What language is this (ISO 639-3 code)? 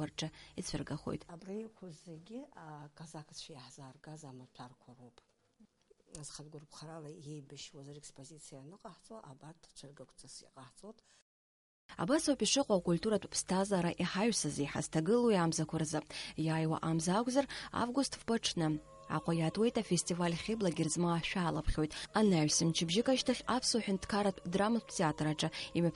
abk